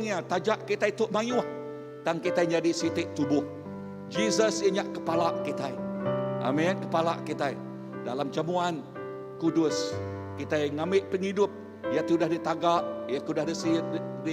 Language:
Iban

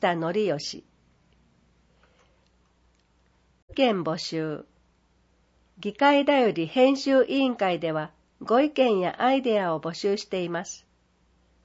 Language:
Japanese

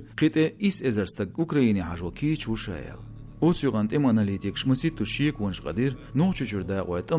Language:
Chechen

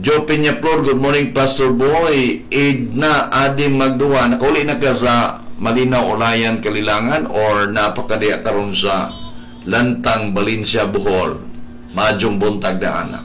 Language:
Cebuano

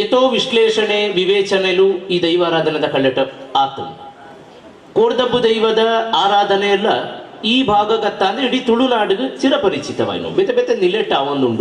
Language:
Tulu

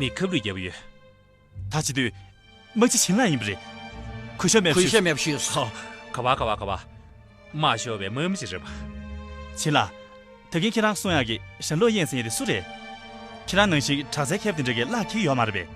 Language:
Tibetan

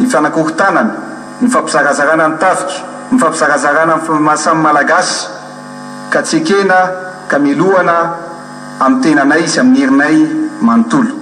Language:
Malagasy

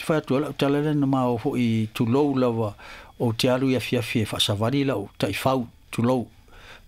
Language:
Samoan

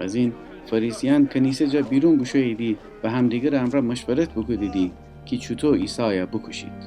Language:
Gilaki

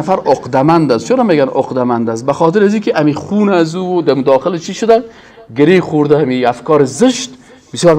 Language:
Persian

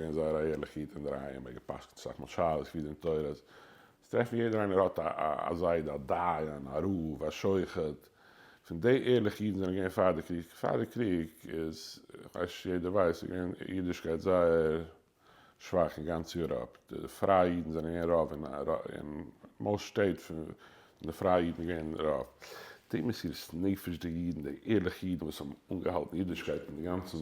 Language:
Yiddish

